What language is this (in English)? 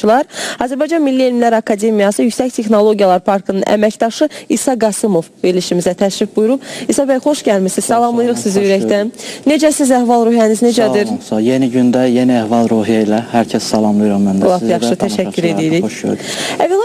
Azerbaijani